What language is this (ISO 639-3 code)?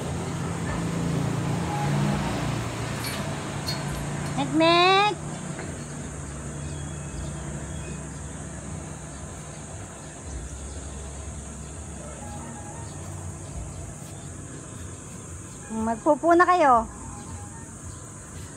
fil